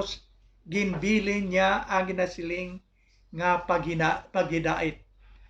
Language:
Hiligaynon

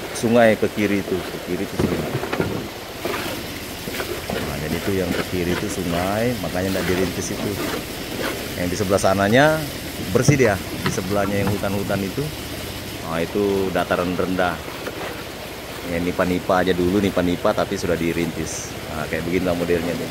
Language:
Indonesian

